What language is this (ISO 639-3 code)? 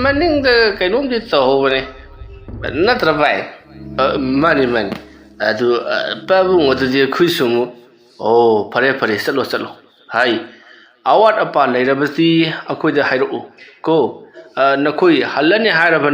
mni